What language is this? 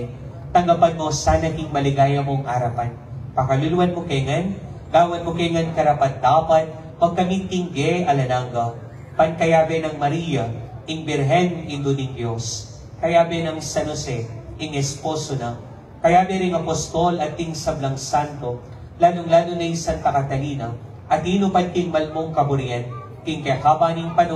Pampanga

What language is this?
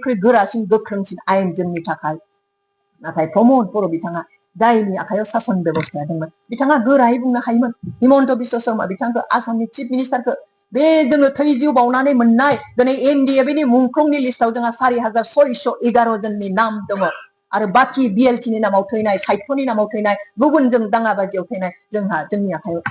Bodo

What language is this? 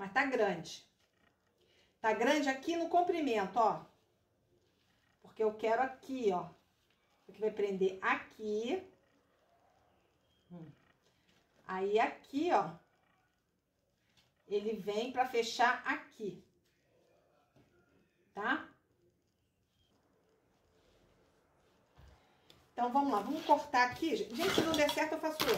Portuguese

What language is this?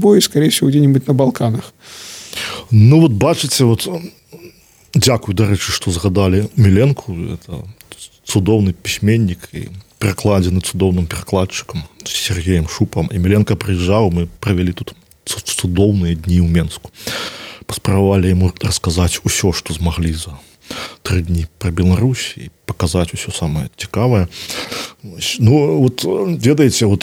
Belarusian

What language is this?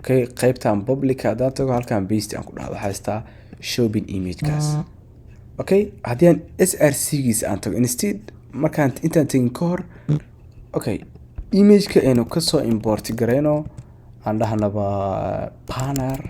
Somali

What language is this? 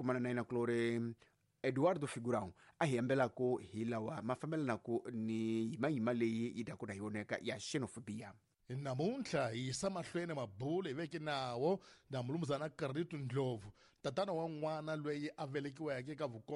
Tsonga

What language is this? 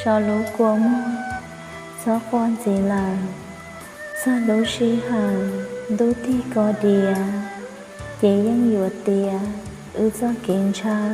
Hmong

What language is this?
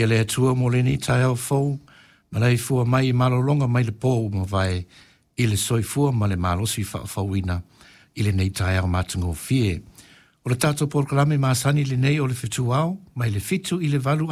Samoan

